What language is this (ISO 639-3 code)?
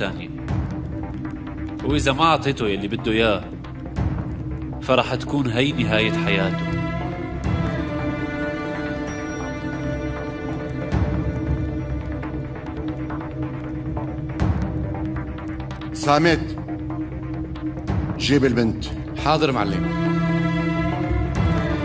apc